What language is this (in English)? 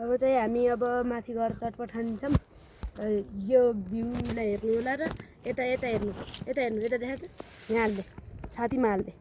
Nepali